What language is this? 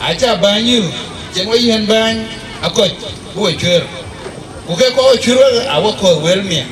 Dinka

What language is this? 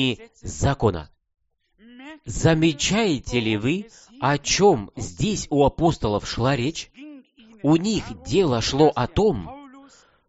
Russian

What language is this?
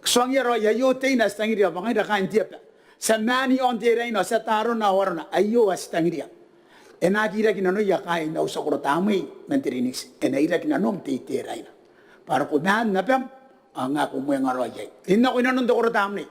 Gilbertese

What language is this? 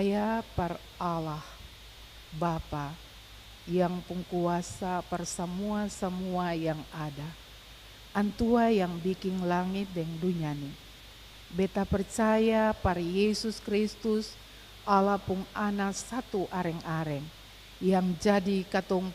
Ambonese Malay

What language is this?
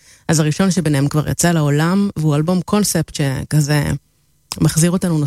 Hebrew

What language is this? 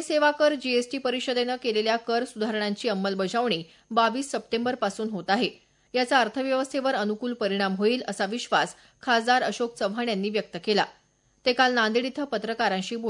Marathi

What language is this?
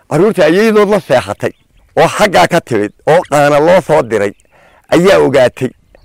Somali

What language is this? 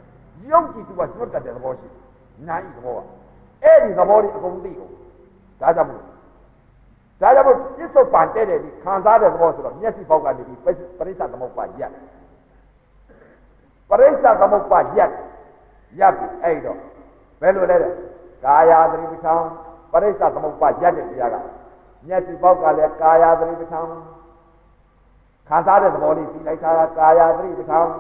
Burmese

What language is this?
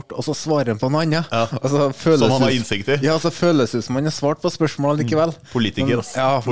Norwegian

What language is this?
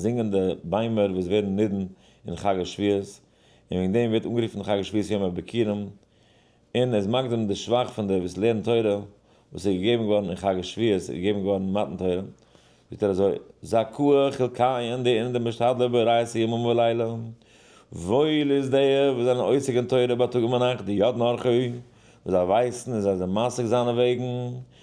Yiddish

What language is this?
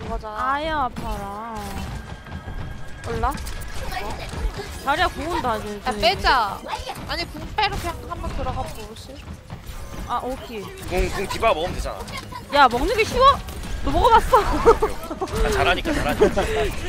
Korean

